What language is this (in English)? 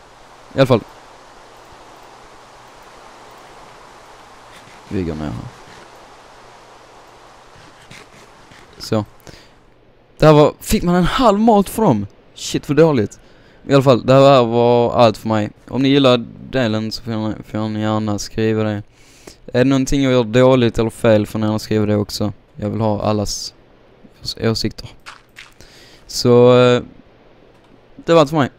Swedish